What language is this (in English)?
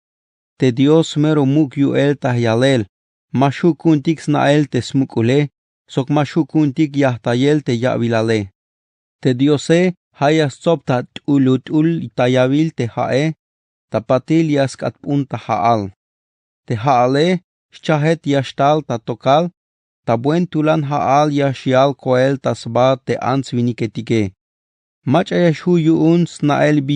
Tzeltal